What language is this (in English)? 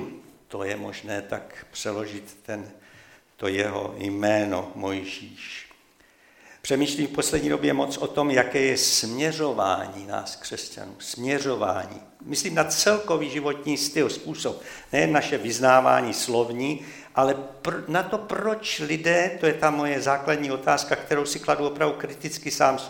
Czech